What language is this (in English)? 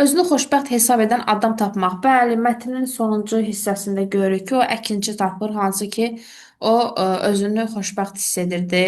Azerbaijani